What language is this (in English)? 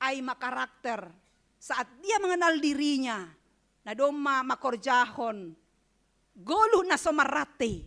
Batak Simalungun